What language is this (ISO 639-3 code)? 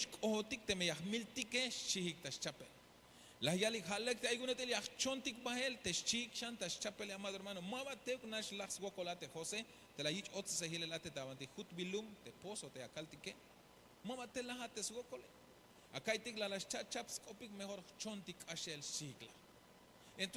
tzh